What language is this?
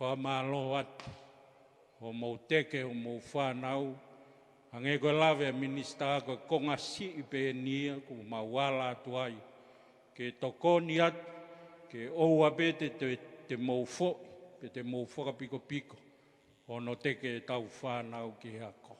Tongan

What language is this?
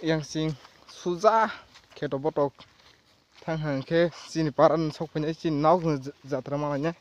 Kok Borok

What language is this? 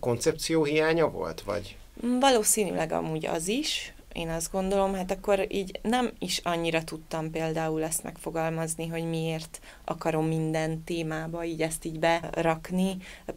Hungarian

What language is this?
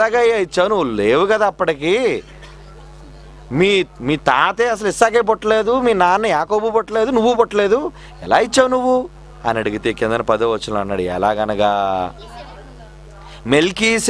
Telugu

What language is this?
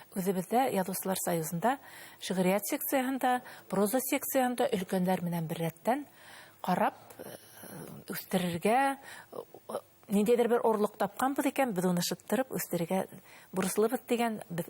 Bashkir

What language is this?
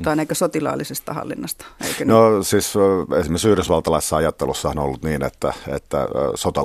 Finnish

